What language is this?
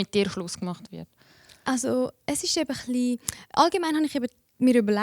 Swiss German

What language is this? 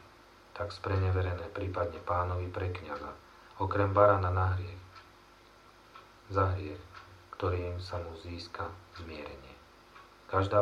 Slovak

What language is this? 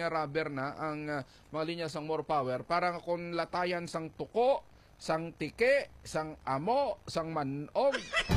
Hiligaynon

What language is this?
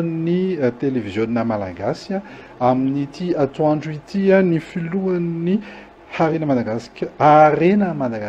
Malagasy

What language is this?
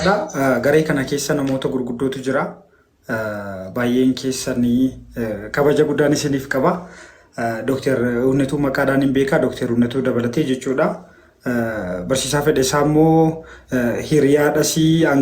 Oromo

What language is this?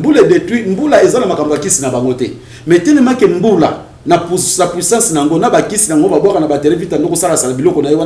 Lingala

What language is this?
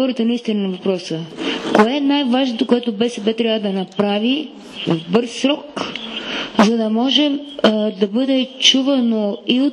Bulgarian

